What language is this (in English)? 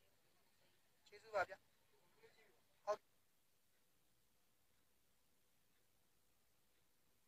Burmese